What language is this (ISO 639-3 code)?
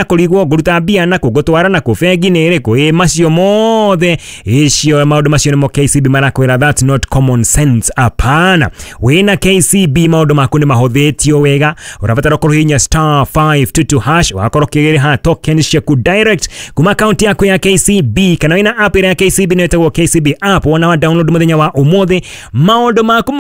kik